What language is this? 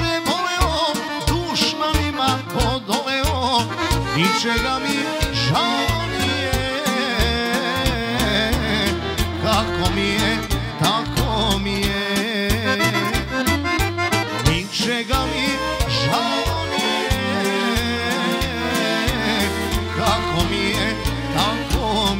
Serbian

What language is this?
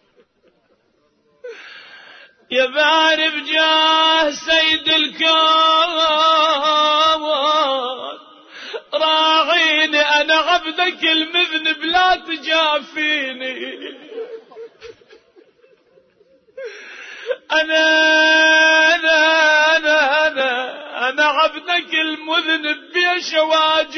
Arabic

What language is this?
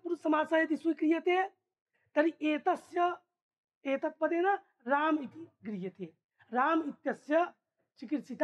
Sanskrit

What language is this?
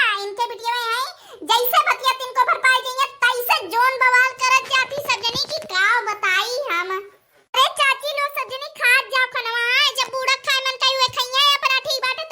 Awadhi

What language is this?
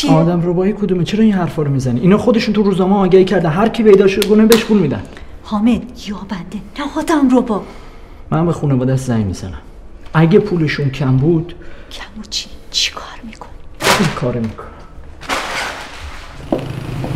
Persian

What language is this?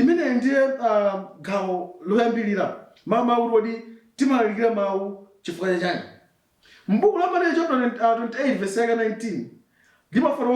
Nyanja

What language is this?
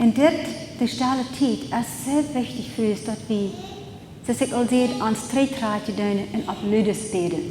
Plautdietsch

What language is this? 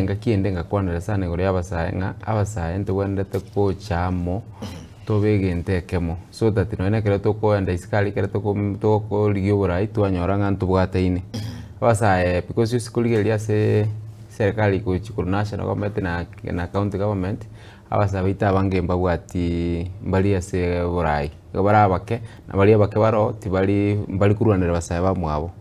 Gusii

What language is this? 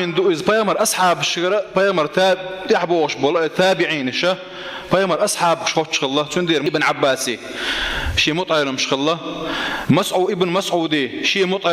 Chechen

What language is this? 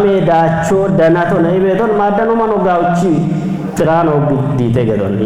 Kafa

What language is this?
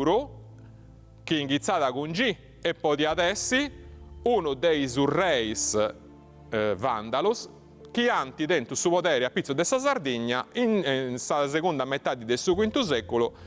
Sardinian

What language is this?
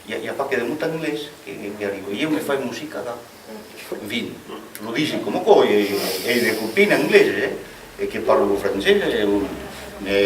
Occitan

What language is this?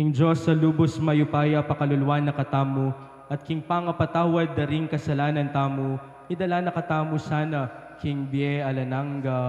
Pampanga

